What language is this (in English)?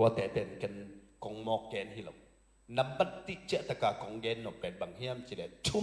Tedim Chin